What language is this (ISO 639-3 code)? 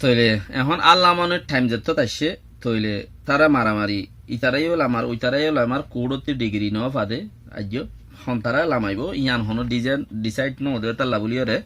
rhg